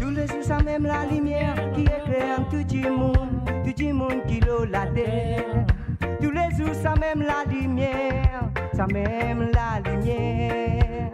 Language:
Morisyen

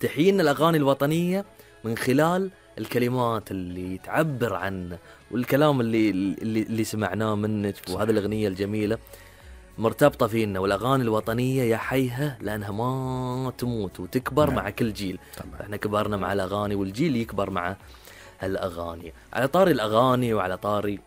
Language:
Gulf Arabic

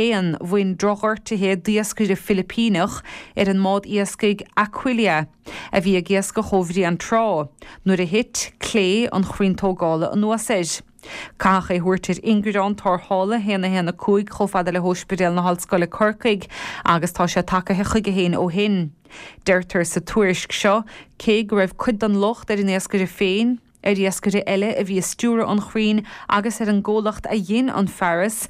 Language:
Irish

